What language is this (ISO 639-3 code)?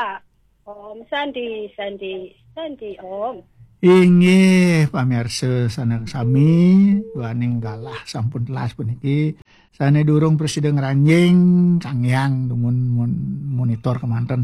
ban